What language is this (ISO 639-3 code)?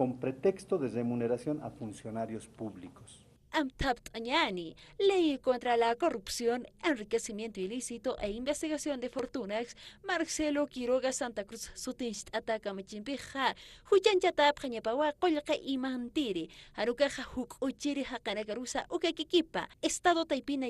aym